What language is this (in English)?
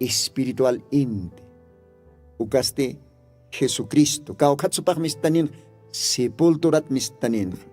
Aymara